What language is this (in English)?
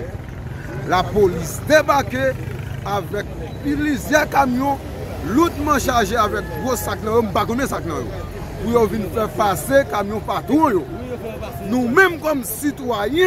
Haitian Creole